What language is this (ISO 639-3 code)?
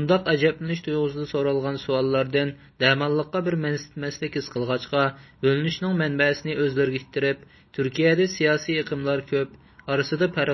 uig